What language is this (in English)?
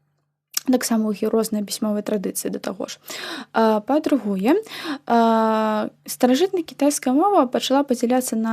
Belarusian